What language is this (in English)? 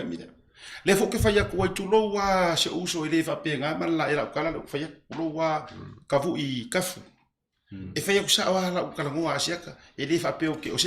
Samoan